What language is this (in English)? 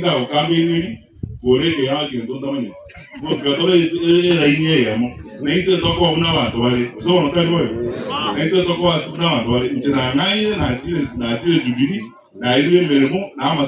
Gusii